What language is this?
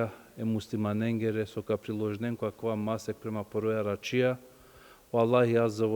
Balkan Romani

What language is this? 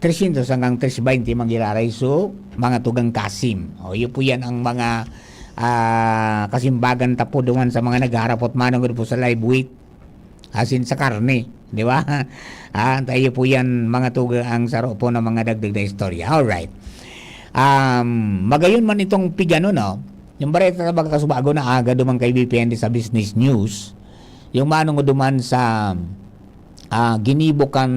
Bikol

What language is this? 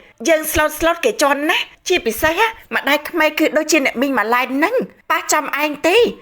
Khmer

